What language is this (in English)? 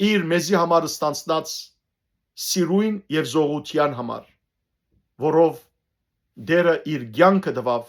Western Armenian